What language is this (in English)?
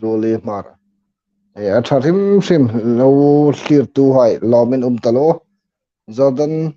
Hmar